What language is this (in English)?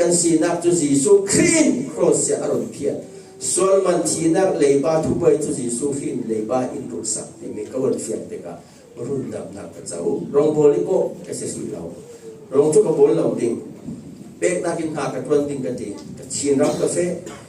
Falam Chin